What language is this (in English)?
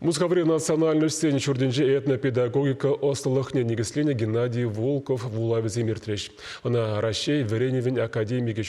Chuvash